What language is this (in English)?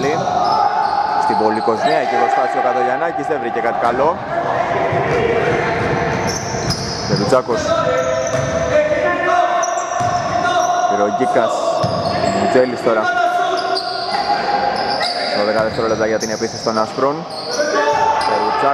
Greek